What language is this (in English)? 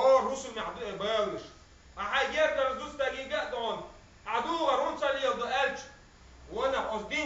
Chechen